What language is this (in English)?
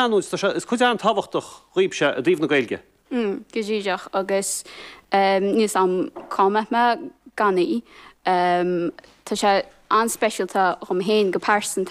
Irish